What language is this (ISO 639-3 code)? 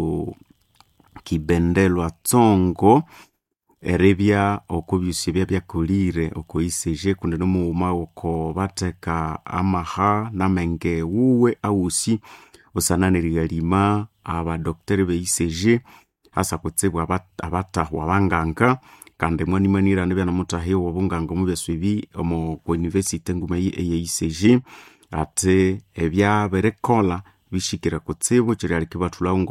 nnb